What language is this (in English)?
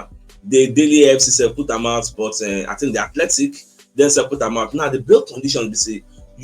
Nigerian Pidgin